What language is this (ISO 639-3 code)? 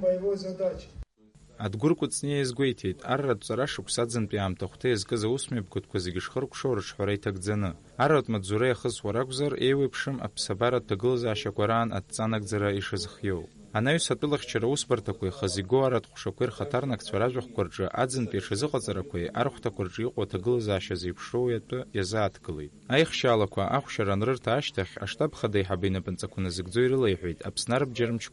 abk